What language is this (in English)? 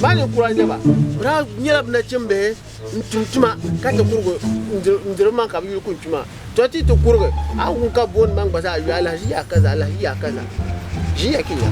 Dagbani